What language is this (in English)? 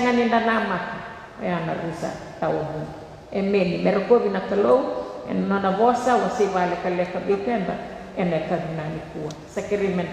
Fijian